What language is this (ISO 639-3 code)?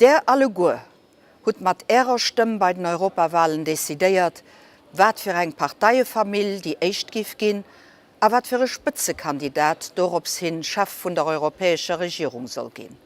ltz